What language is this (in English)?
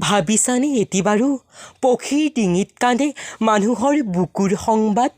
Assamese